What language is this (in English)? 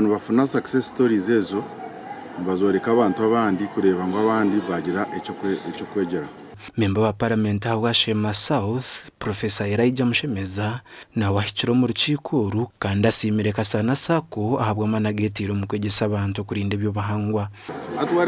Nyankole